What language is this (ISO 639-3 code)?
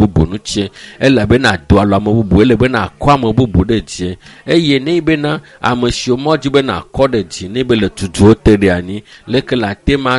ewe